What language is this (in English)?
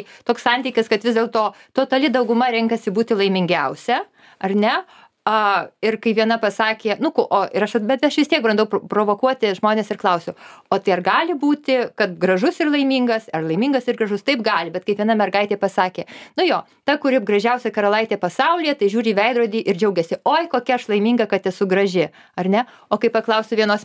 Lithuanian